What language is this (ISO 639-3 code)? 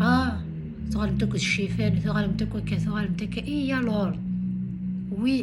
kab